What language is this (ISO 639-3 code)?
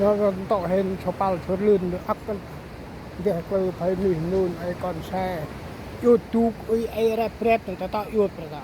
cmo